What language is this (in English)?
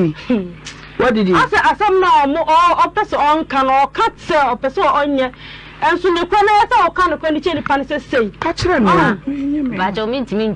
Akan